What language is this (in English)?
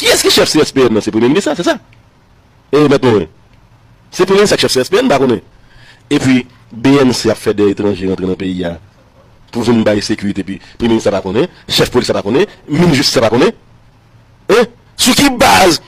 Haitian Creole